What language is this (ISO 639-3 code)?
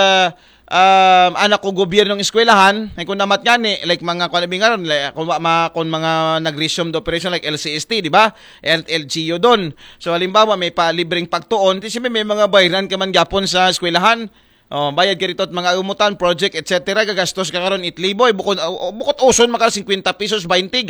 akl